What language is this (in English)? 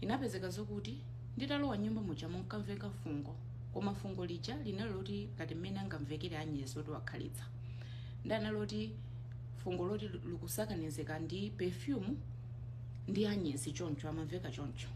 Nyanja